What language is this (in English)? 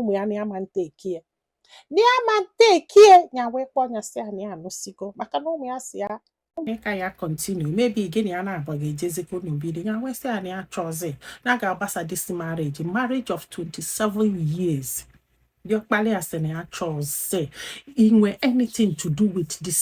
Igbo